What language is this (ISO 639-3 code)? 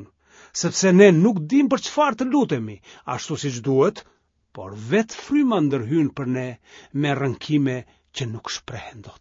sqi